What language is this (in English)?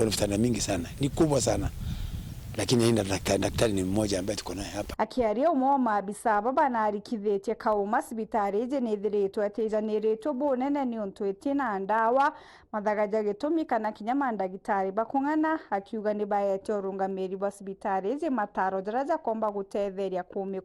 Meru